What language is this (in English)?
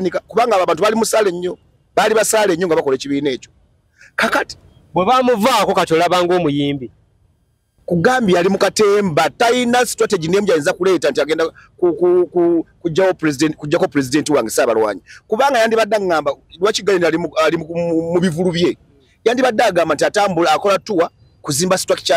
Ganda